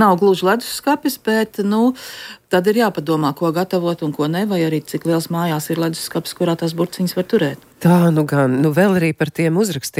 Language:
Latvian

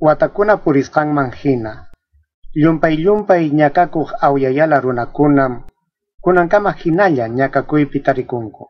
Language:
Ayacucho Quechua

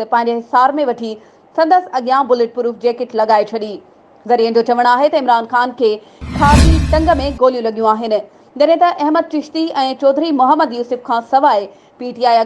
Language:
Sindhi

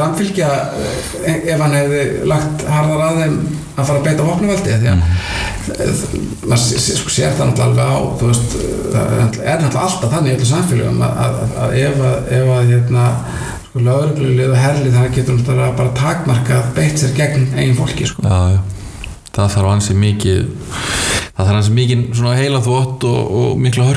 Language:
Icelandic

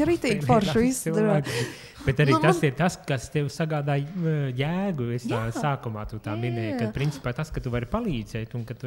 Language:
Latvian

